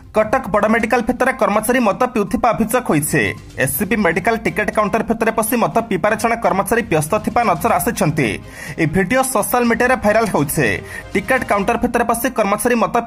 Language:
Odia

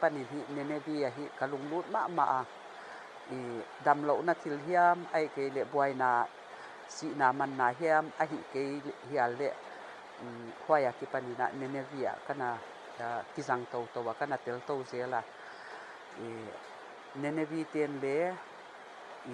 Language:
Paite Chin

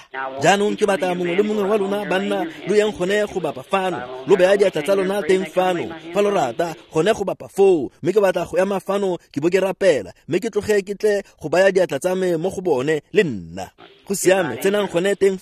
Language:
Tswana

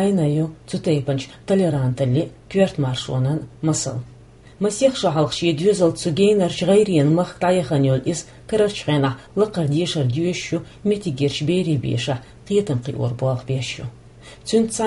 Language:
Chechen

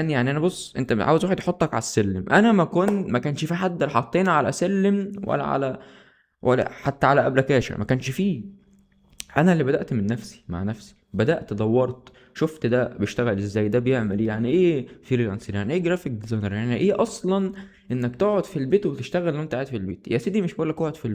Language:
Egyptian Arabic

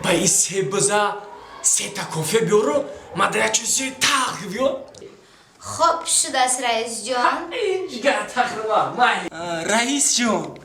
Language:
Tajik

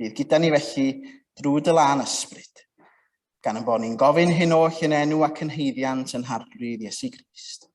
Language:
Welsh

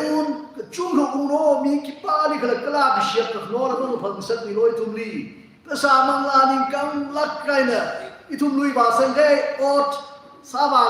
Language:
Tangkhul Naga (India)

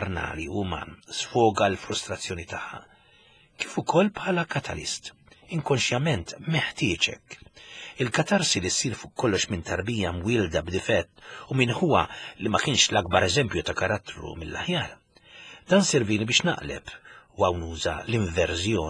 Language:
Maltese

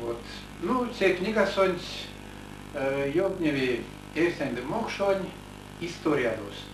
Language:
Erzya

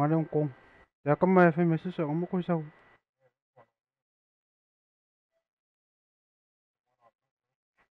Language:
Malay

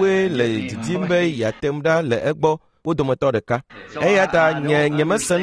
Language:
Ewe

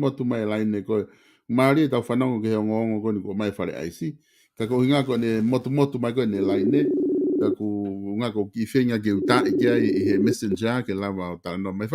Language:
Tongan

